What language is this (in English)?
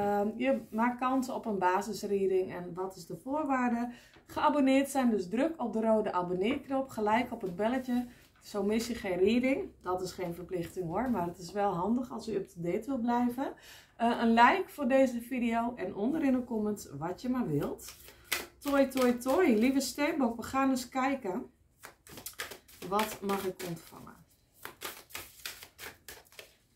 Dutch